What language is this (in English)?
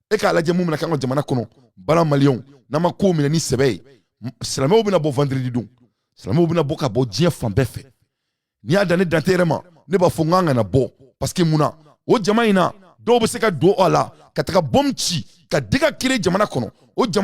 Bambara